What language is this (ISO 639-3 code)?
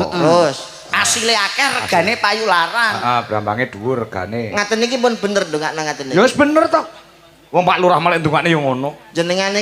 jav